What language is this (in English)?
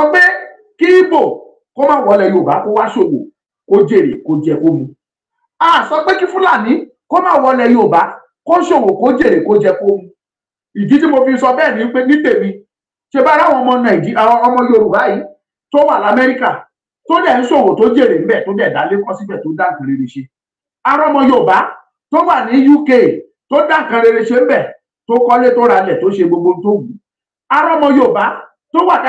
Yoruba